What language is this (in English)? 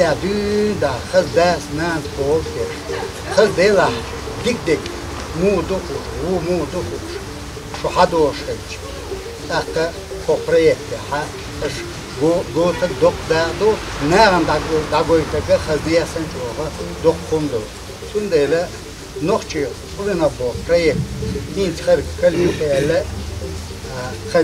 Chechen